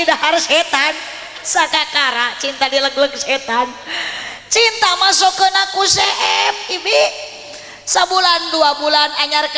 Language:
Sundanese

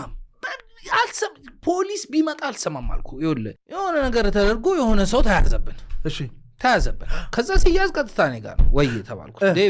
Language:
Amharic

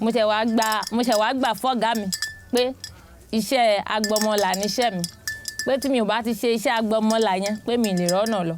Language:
Yoruba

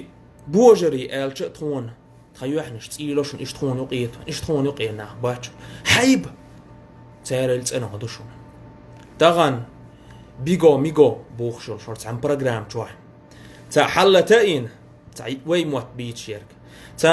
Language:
Chechen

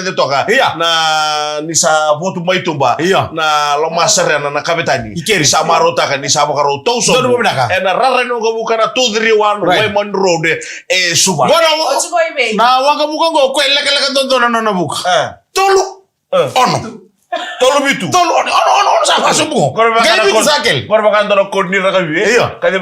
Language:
Fijian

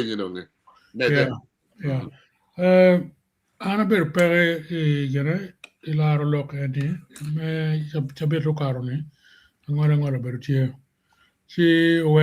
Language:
Acoli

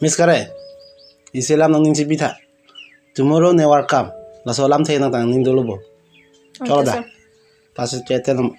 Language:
Karbi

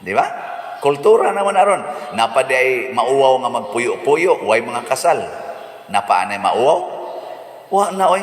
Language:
Cebuano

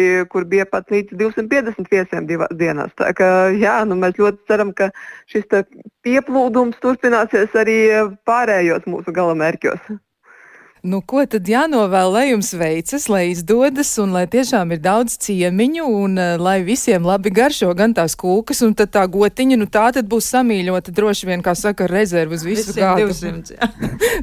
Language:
Latvian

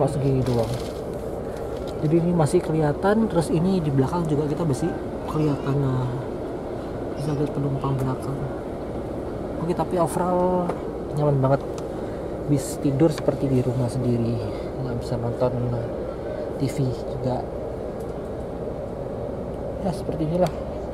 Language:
Indonesian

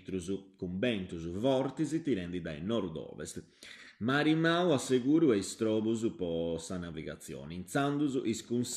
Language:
Sardinian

